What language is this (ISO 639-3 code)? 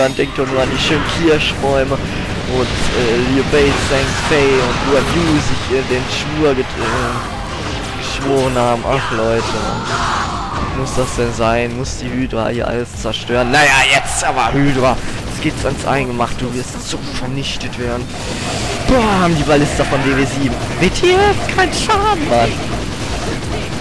deu